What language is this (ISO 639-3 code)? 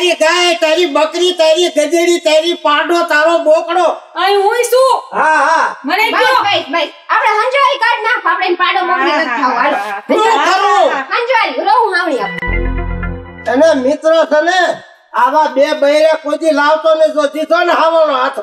guj